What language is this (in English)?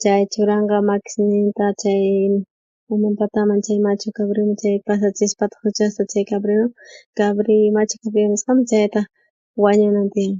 South Bolivian Quechua